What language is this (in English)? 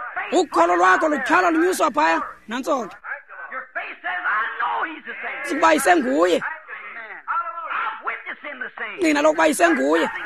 Xhosa